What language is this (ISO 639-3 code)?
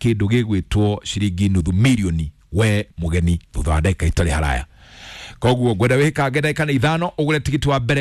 kik